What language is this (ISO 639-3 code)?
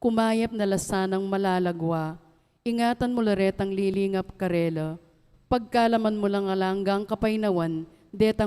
pam